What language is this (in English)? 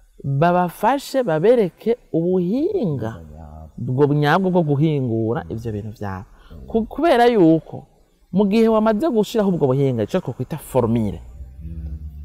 Rundi